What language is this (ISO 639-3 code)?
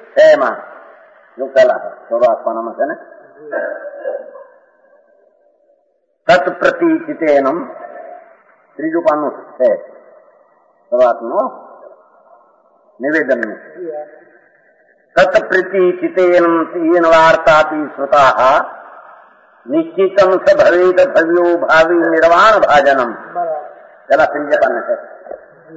guj